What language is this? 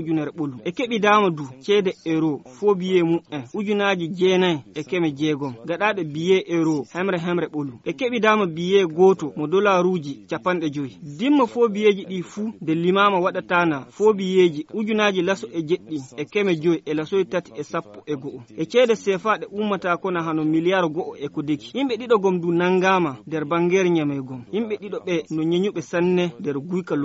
Fula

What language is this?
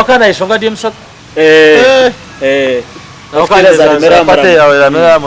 Nyankole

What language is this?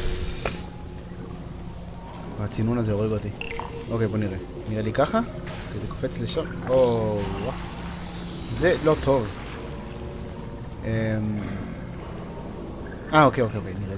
Hebrew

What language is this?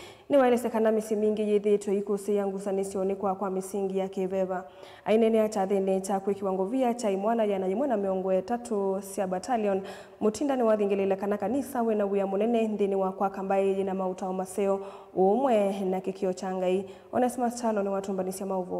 Kamba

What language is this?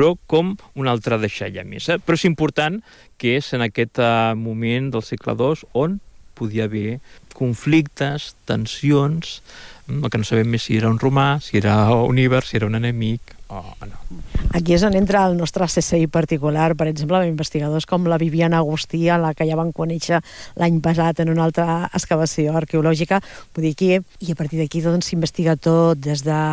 Catalan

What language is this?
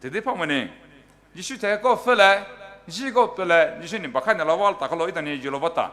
Poumei Naga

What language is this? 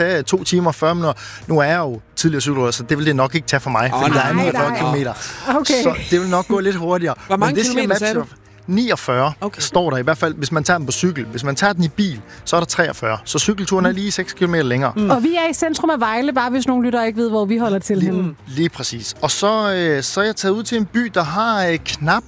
Danish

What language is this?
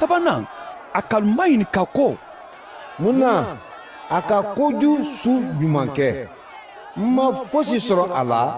Mandingo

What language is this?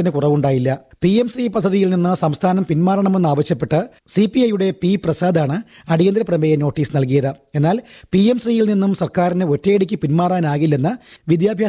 Malayalam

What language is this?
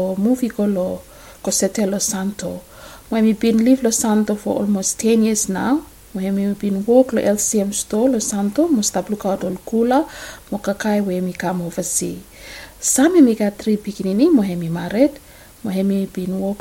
Bislama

